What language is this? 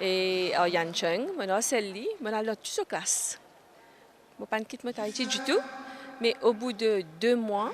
Morisyen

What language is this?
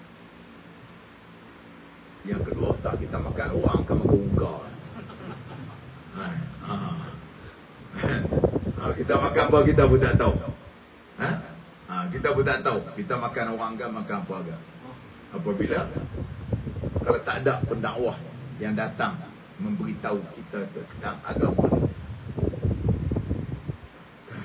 Malay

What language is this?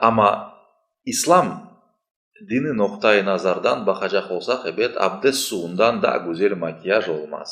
Crimean Tatar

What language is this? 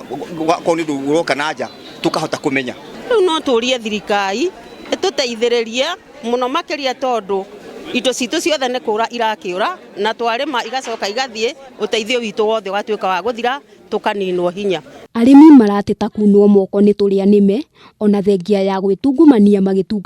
Kikuyu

